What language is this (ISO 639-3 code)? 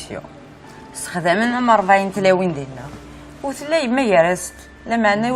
kab